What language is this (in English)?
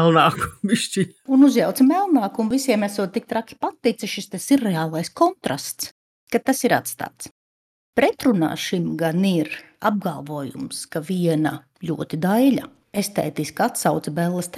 Latvian